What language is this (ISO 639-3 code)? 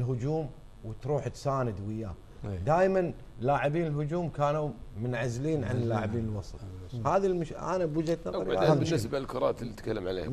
afb